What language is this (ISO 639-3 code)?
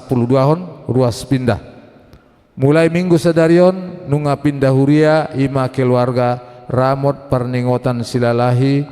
bbc